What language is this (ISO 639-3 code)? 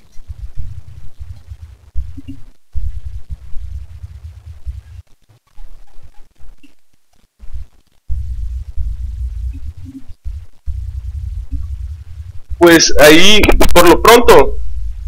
spa